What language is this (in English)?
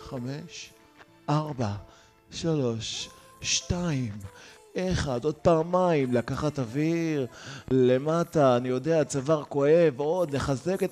Hebrew